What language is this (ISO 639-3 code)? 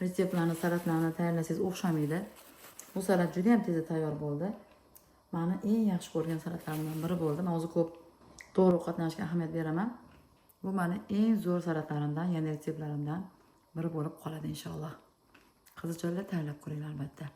uzb